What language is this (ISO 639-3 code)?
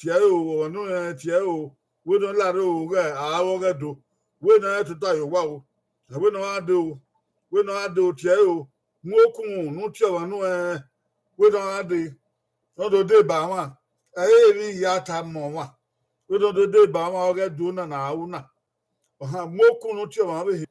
bin